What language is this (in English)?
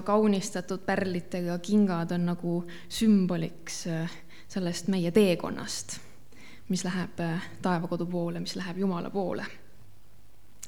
Estonian